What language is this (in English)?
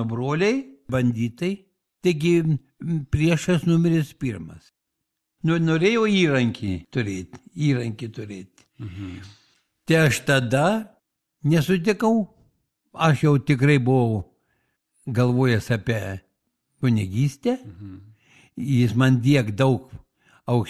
Lithuanian